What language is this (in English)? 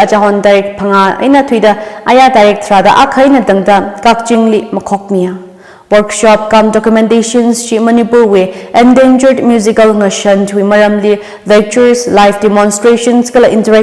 Tangkhul Naga (India)